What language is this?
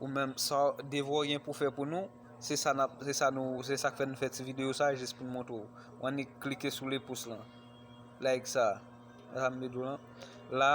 Haitian Creole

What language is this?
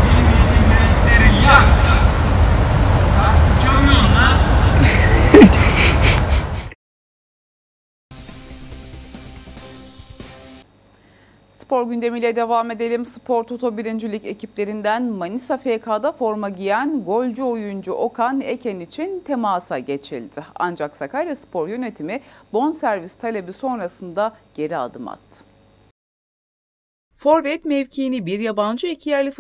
Turkish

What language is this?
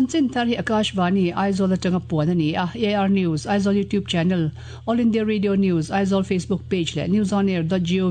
Mizo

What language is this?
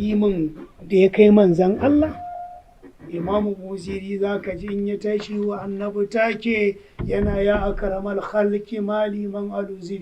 Hausa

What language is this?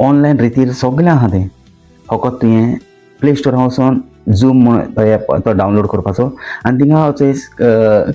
Konkani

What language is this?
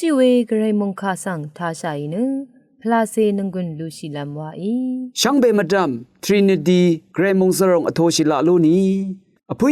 Rawang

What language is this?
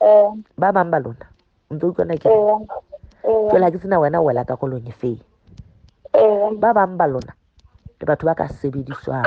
Southern Sotho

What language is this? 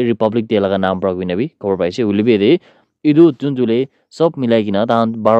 Naga Pidgin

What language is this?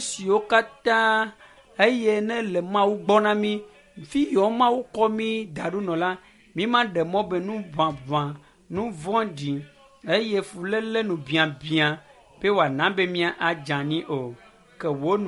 Ewe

